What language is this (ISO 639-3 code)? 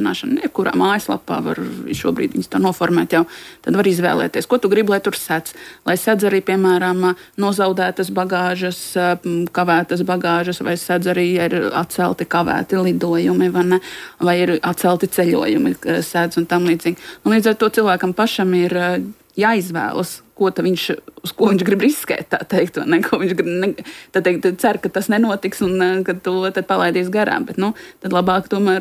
lav